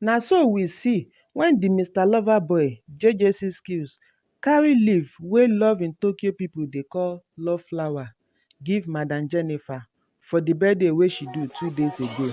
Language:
Nigerian Pidgin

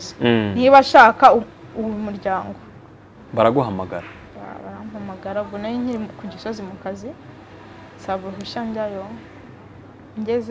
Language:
Kinyarwanda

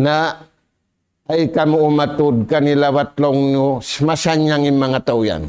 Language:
Tausug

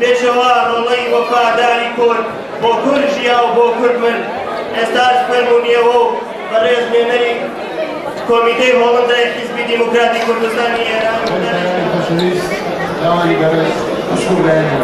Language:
Kurdish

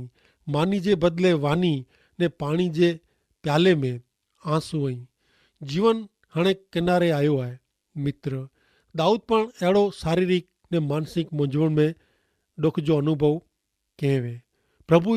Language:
Kachhi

